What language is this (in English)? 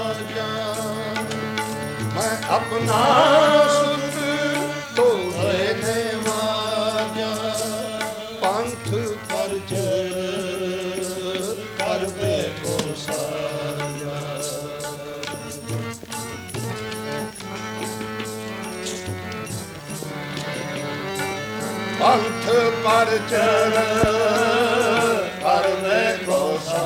Punjabi